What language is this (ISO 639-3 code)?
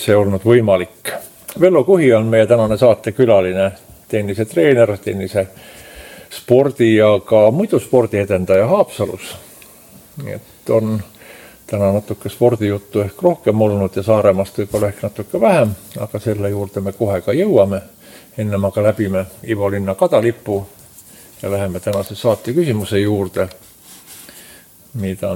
est